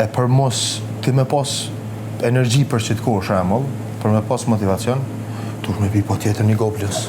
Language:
Albanian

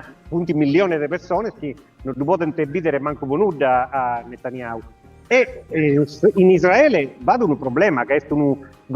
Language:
Sardinian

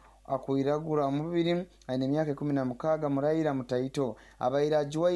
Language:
Nyoro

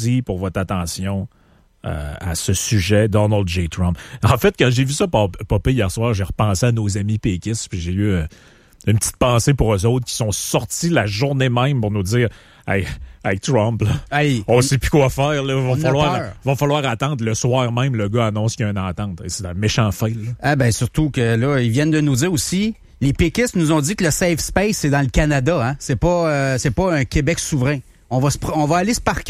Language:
French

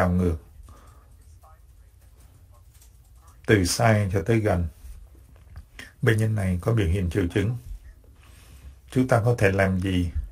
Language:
Vietnamese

